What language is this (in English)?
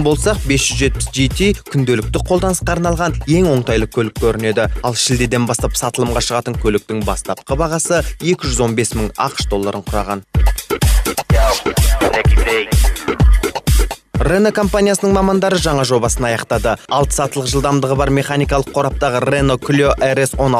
Kazakh